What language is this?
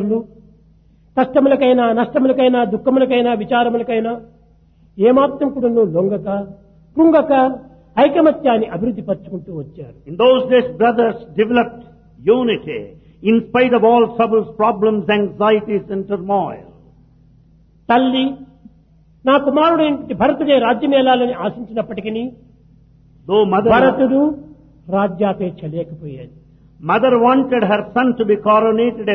Telugu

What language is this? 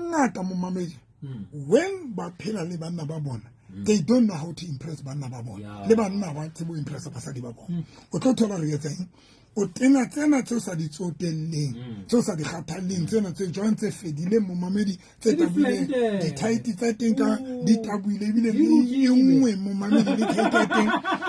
Southern Sotho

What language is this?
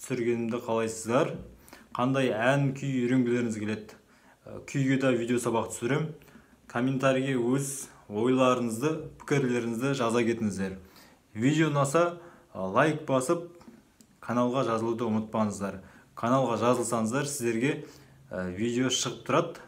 Kazakh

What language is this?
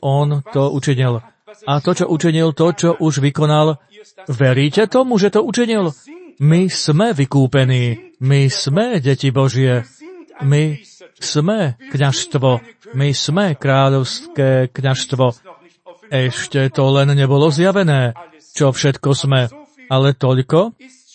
Slovak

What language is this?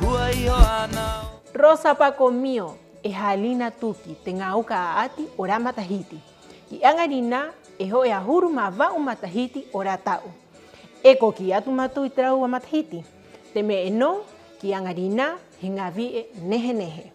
Rapanui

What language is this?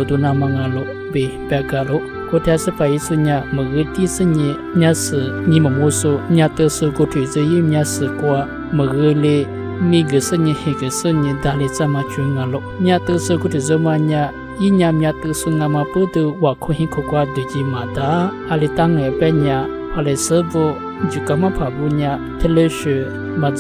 Lisu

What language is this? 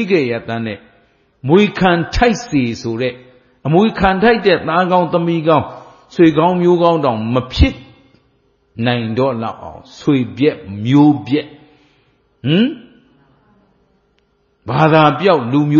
Burmese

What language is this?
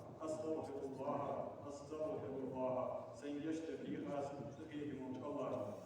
Ingush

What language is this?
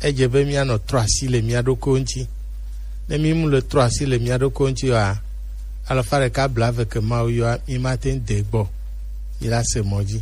Gen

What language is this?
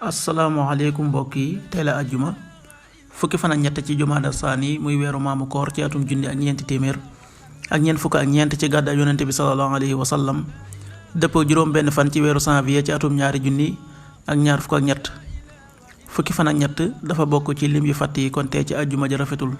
Wolof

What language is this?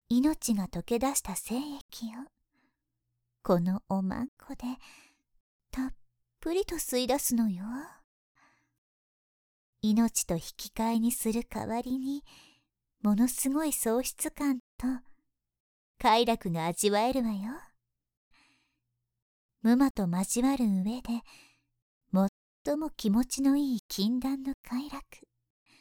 Japanese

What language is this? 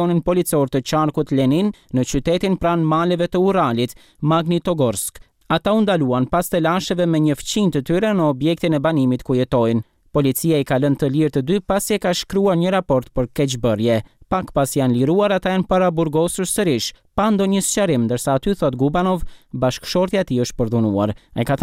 Albanian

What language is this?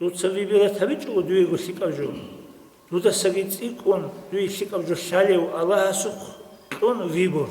Avaric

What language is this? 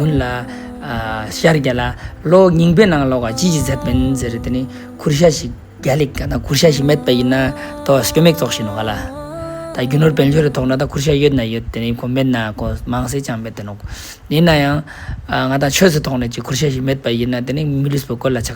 Ladakhi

